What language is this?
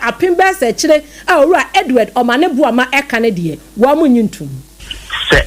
Akan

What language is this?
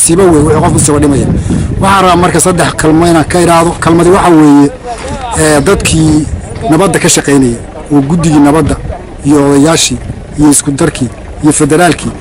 Somali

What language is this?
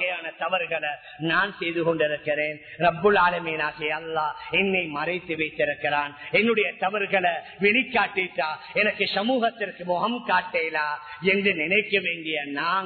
Tamil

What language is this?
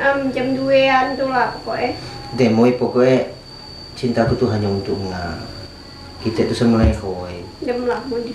Musi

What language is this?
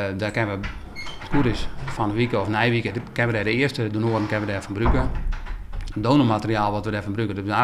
Western Frisian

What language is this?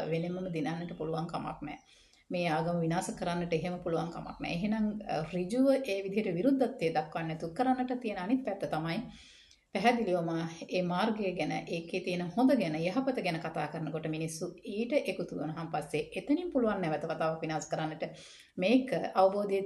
Sinhala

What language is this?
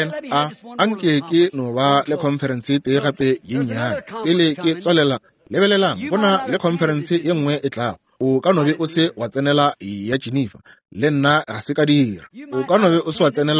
Northern Sotho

